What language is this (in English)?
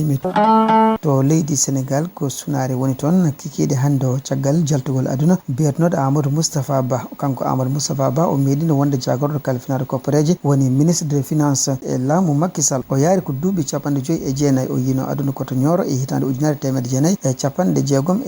Fula